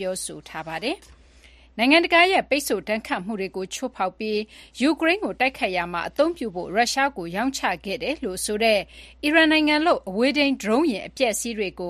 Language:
Burmese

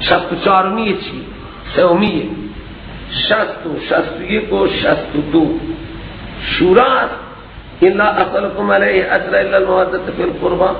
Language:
Persian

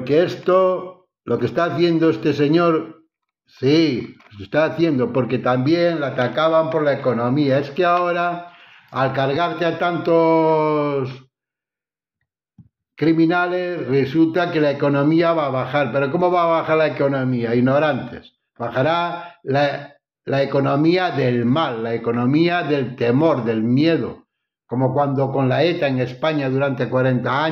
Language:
Spanish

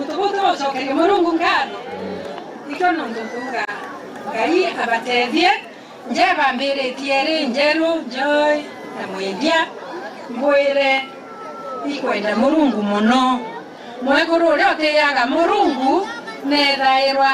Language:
Meru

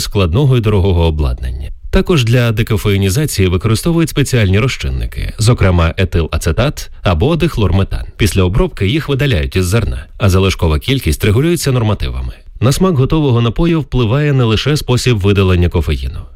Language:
Ukrainian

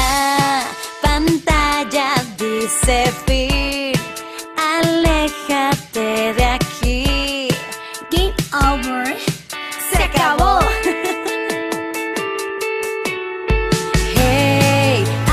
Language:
Spanish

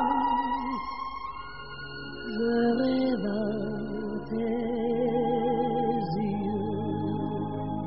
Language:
French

